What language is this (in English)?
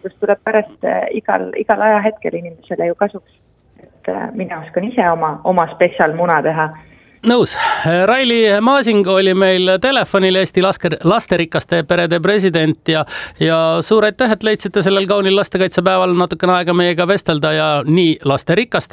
Estonian